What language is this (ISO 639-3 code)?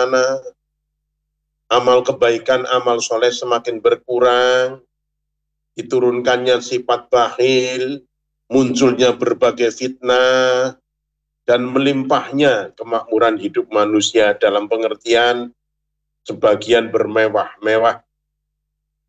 ind